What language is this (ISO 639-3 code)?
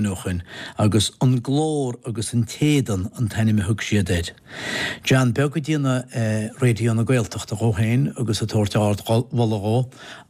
gle